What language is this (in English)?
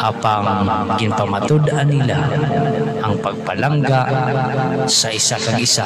Hiligaynon